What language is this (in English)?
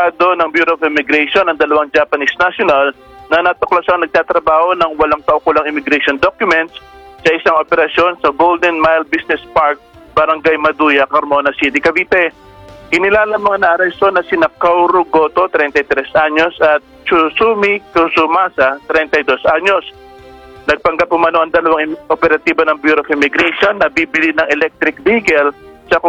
Filipino